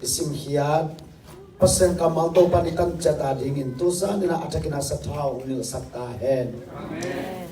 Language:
Tedim Chin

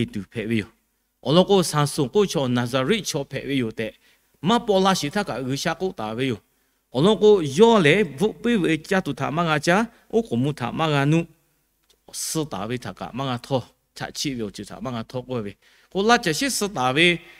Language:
Lahu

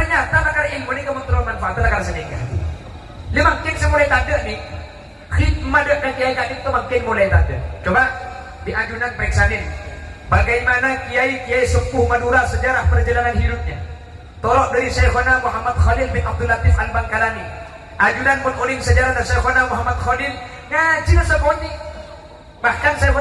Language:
Madurese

